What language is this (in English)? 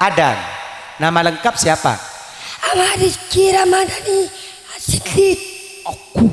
Madurese